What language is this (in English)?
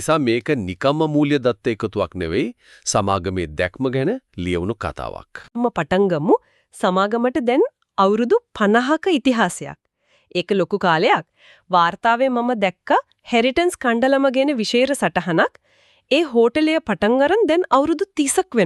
Sinhala